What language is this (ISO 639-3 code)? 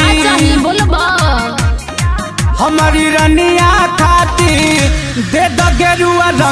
bho